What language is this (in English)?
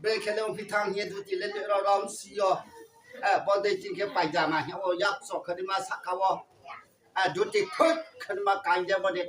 Riang (India)